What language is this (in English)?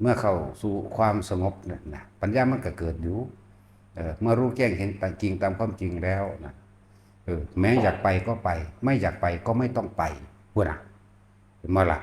Northeastern Thai